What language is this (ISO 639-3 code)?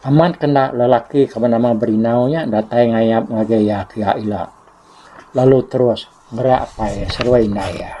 iba